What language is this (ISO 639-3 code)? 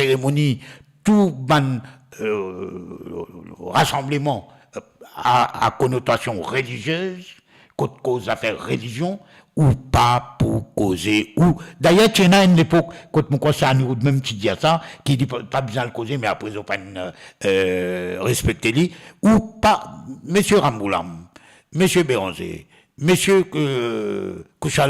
mfe